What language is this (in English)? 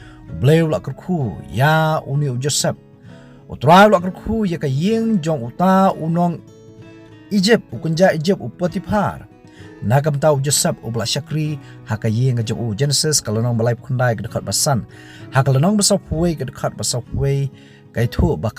Khasi